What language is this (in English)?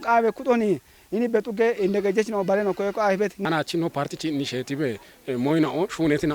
Kafa